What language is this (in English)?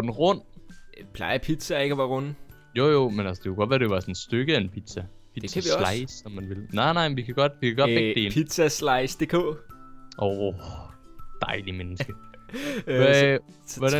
Danish